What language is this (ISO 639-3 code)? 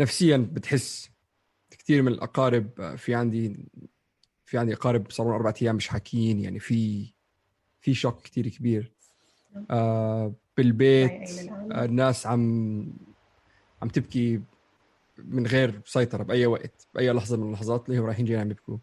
apc